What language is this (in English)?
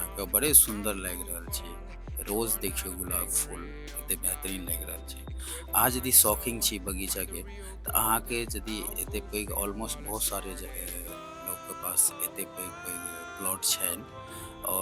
Maithili